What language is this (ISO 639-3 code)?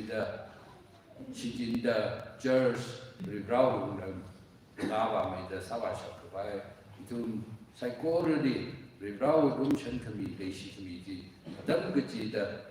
nmf